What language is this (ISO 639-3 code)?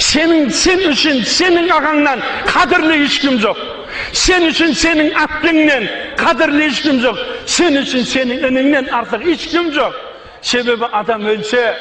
kaz